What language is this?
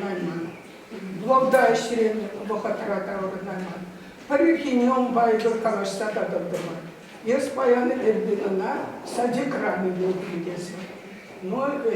Chuvash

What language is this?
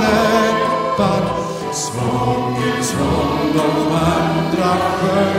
Swedish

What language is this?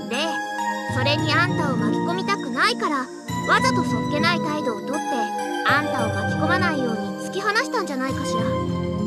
Japanese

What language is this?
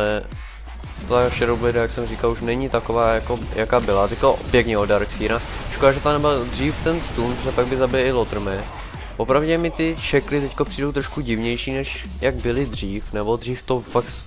Czech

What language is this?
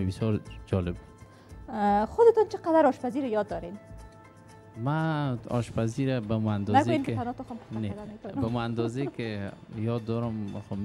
Persian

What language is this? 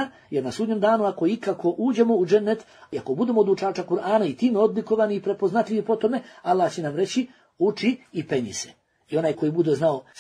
Bosnian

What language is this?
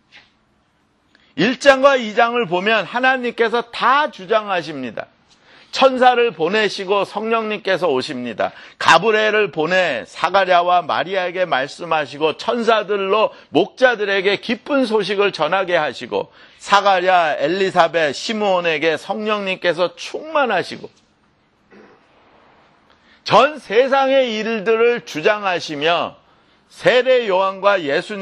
Korean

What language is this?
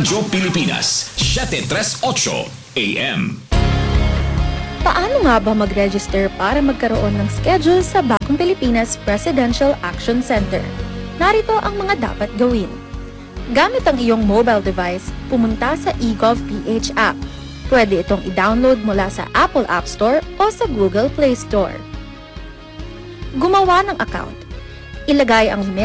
Filipino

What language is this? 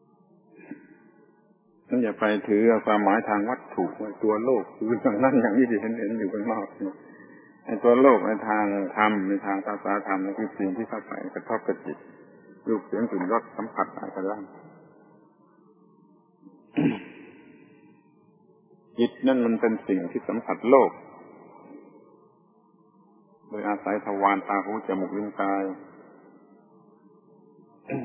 Thai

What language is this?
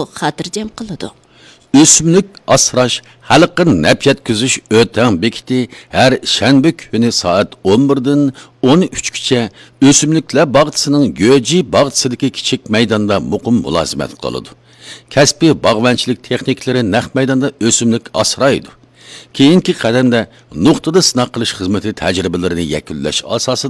Uyghur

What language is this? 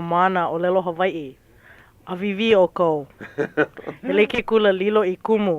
Hawaiian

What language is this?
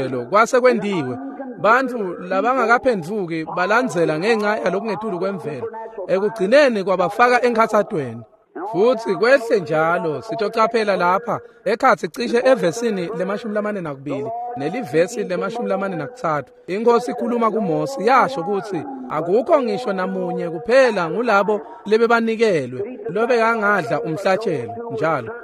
Swati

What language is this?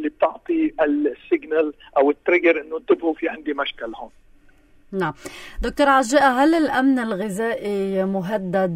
North Levantine Arabic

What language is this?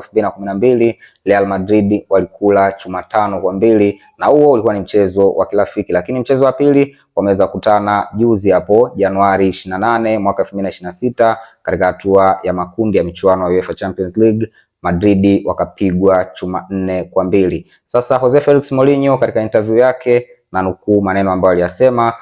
Swahili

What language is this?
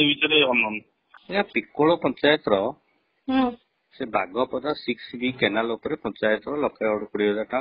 Odia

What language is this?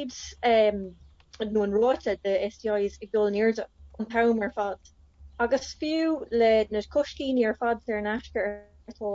Irish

